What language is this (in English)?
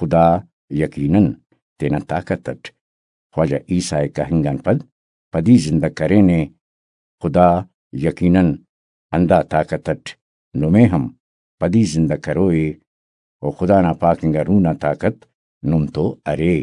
Brahui